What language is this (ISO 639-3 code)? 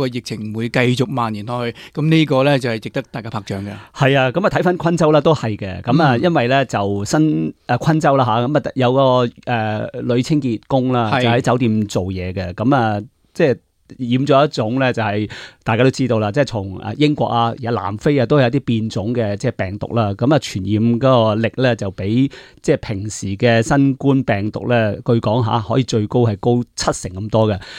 yue